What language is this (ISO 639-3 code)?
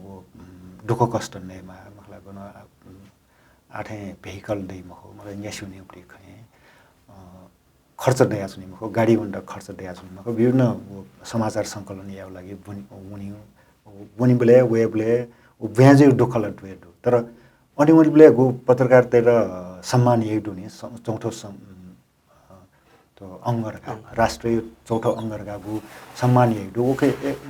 new